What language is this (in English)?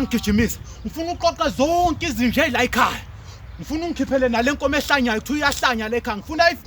Zulu